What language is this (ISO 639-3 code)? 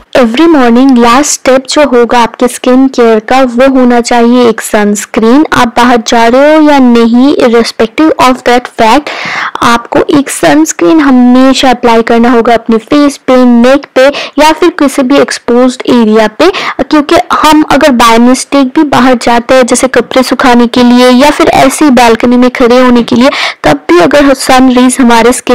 hin